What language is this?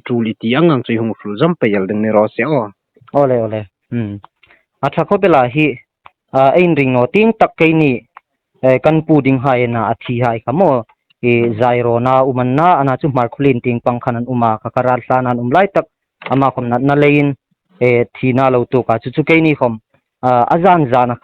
Hmar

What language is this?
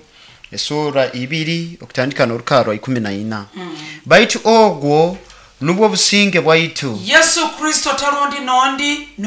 Nyoro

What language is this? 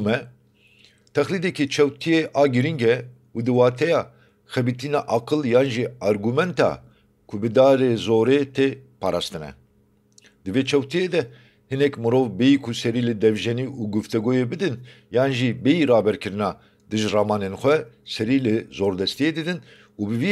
Kurdish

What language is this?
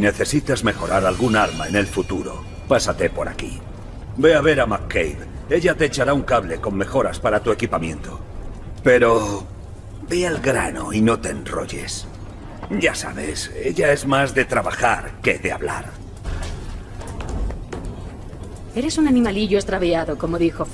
Spanish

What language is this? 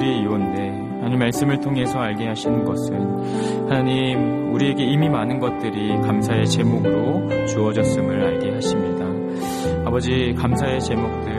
Korean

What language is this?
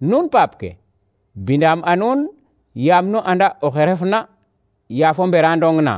Serer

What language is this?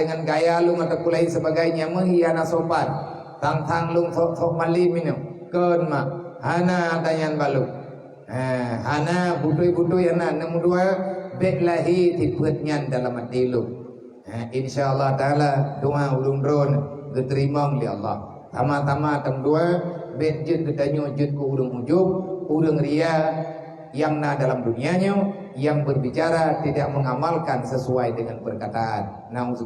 Achinese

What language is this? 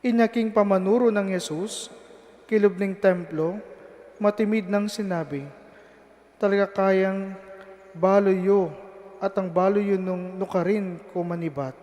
Pampanga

